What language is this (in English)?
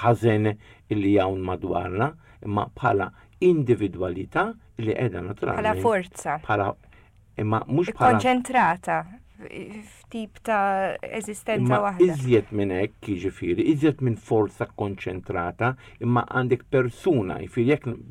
Maltese